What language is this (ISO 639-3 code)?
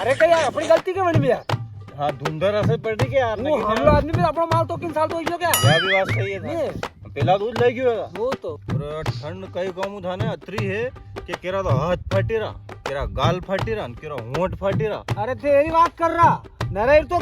raj